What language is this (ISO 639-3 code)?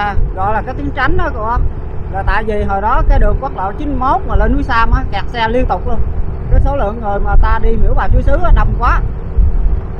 vie